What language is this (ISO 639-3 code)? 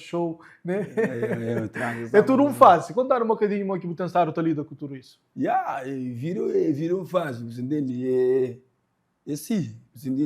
kea